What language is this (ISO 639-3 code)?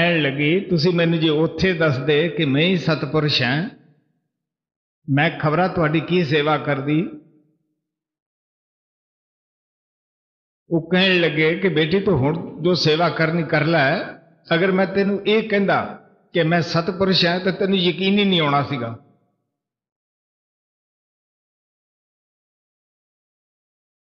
pan